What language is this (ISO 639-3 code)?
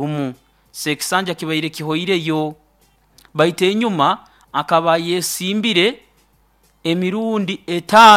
nyo